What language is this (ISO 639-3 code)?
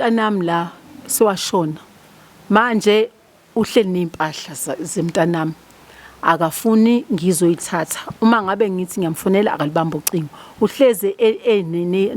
zul